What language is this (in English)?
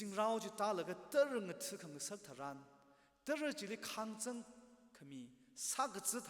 Tangkhul Naga (India)